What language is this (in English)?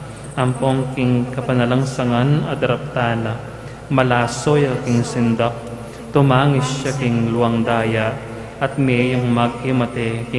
Pampanga